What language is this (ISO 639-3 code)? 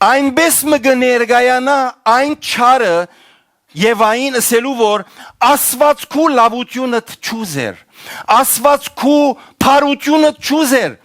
hyw